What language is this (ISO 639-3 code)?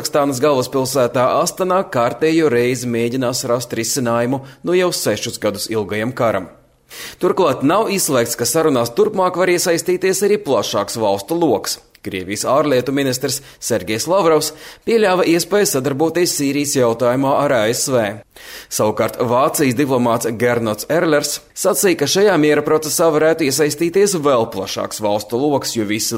lav